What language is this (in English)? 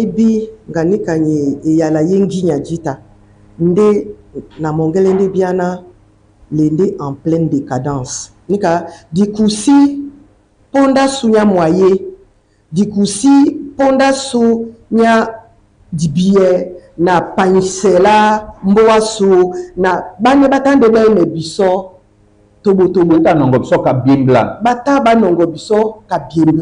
Duala